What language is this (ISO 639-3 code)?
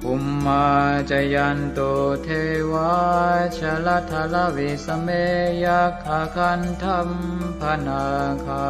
pli